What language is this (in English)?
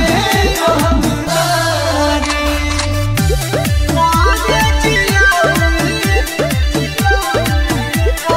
Bhojpuri